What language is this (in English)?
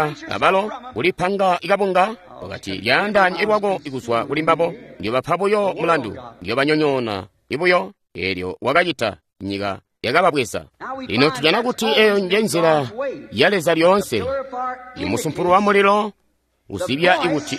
Tonga (Zambia)